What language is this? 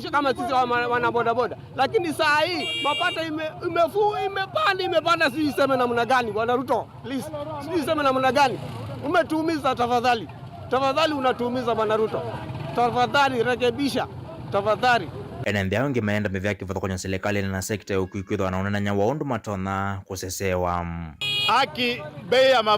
Kamba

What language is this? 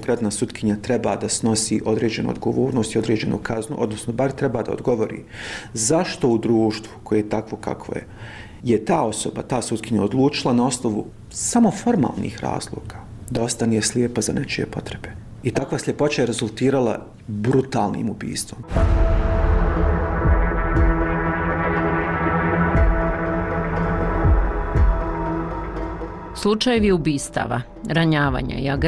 Bosnian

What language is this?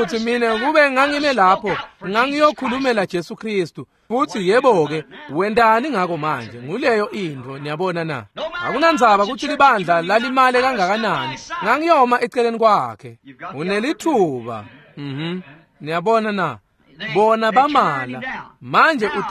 Swati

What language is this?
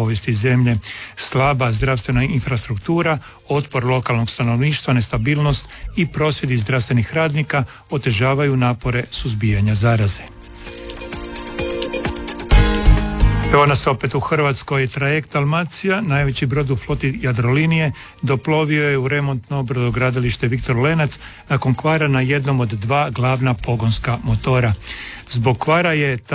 Croatian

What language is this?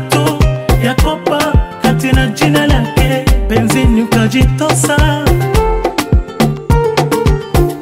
Swahili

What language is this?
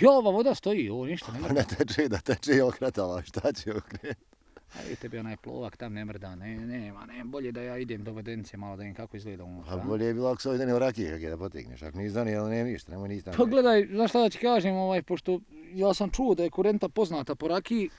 Bosnian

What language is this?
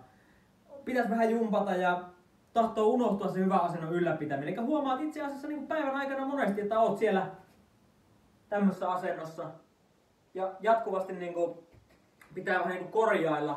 Finnish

